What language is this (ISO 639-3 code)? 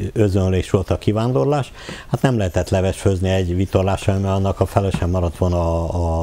hun